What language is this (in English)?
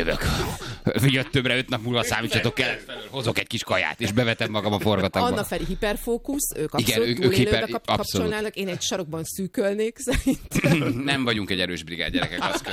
Hungarian